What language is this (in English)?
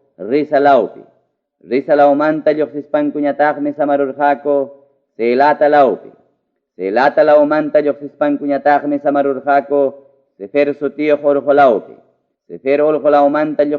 Ayacucho Quechua